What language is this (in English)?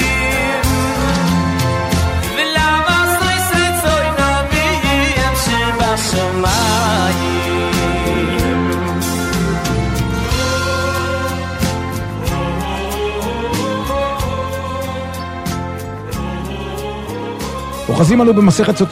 Hebrew